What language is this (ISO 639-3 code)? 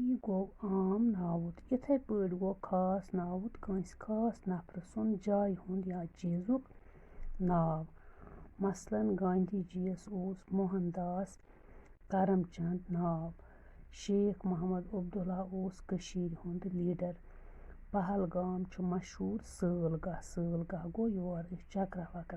kas